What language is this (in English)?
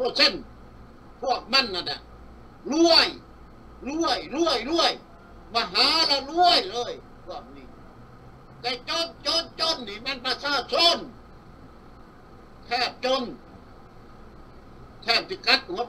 Thai